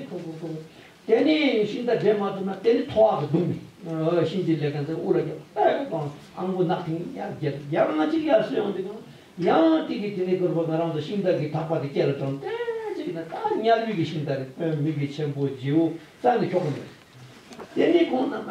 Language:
Tibetan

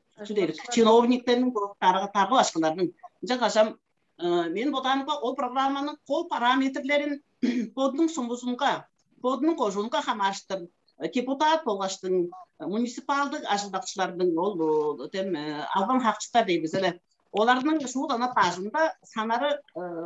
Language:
Tuvinian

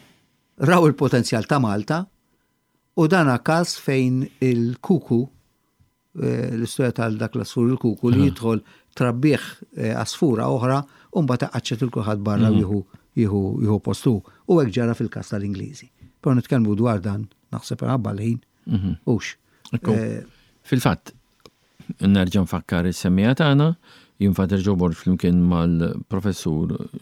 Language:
Maltese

